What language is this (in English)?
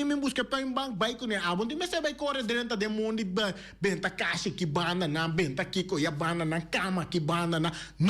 Papiamento